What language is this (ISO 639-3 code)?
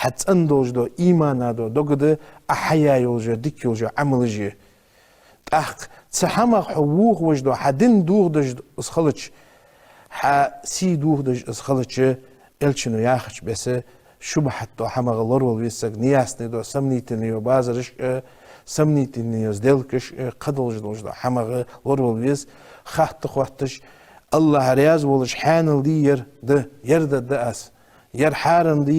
inh